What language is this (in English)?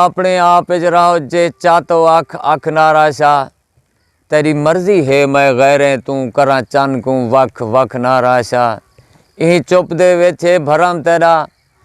Saraiki